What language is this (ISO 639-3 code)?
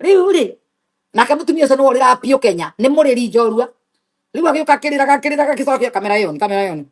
kik